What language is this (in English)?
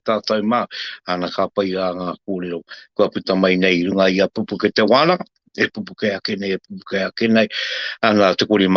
Māori